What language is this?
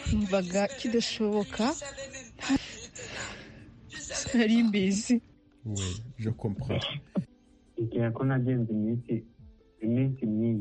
Kinyarwanda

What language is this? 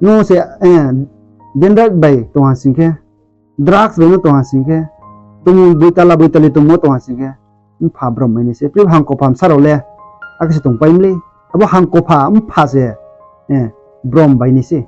Riang (India)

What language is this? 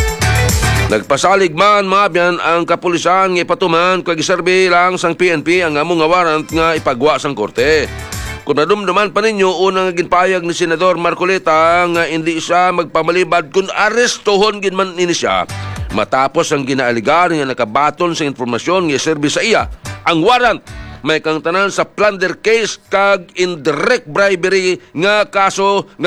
Hiligaynon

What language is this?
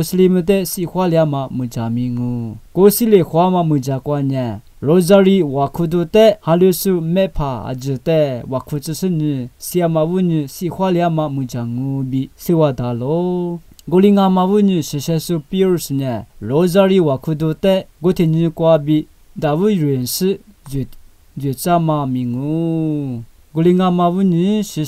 Lisu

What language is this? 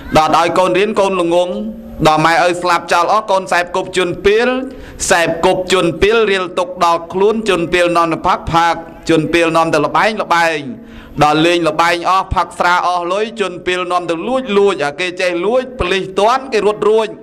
Khmer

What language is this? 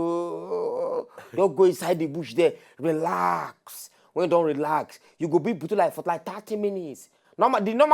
Nigerian Pidgin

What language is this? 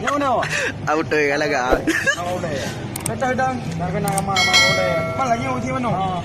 Achinese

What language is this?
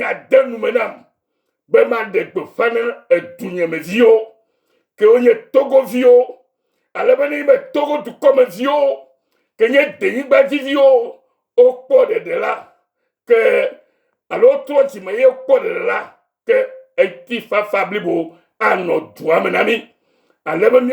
Ewe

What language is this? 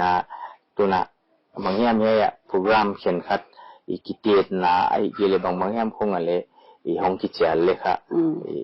Paite Chin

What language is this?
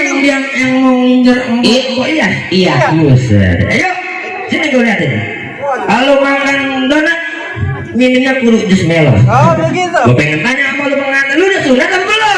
Betawi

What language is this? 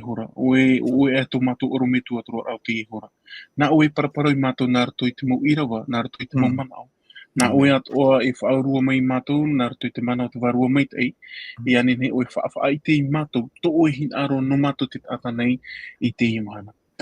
Tahitian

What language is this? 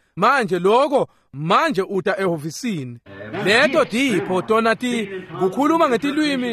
Swati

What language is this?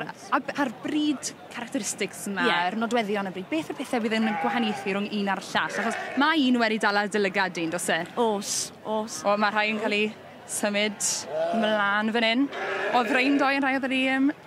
Welsh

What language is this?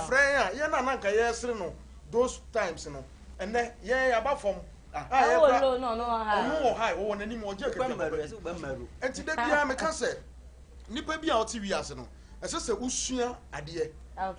Akan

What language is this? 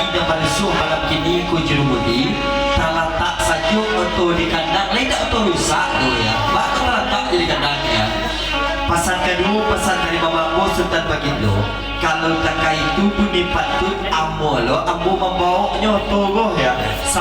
Minangkabau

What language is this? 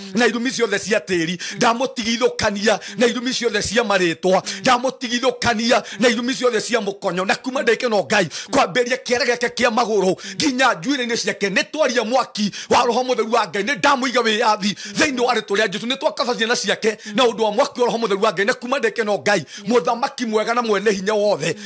Kikuyu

